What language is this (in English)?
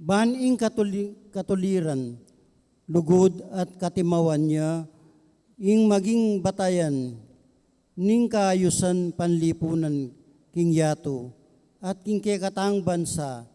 Pampanga